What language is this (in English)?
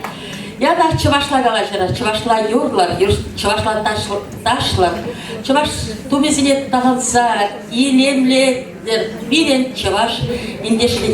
Chuvash